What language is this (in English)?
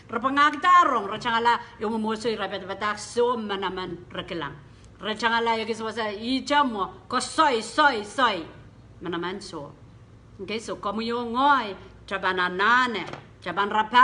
Pohnpeian